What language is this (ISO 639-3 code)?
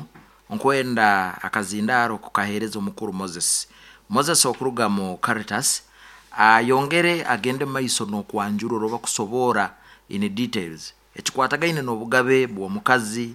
nyo